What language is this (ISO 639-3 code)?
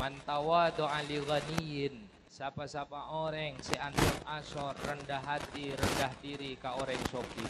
mad